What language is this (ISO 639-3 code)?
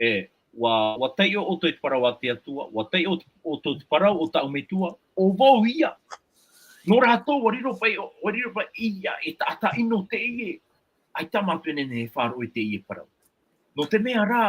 tah